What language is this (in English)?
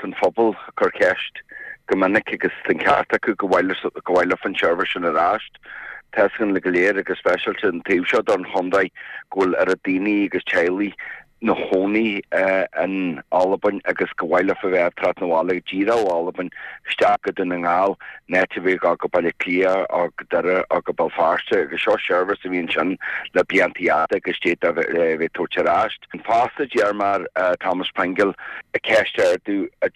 Irish